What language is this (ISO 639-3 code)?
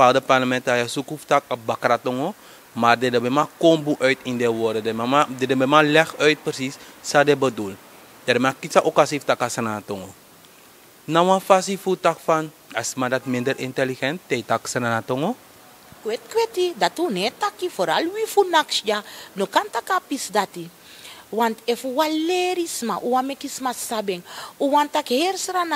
srn